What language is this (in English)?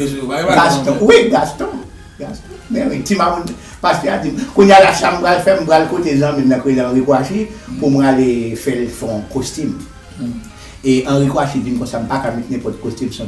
Haitian Creole